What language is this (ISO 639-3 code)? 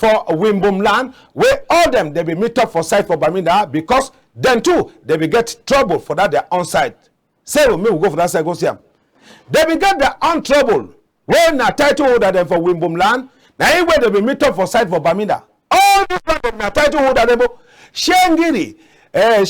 wes